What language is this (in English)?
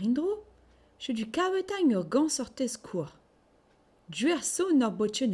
Breton